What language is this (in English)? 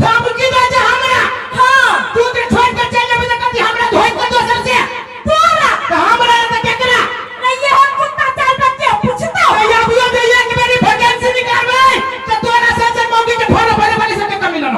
Maithili